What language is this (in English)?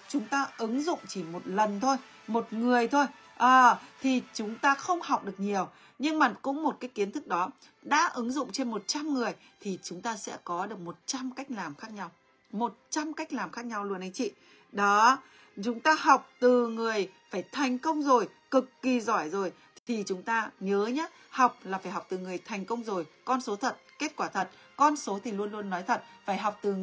Vietnamese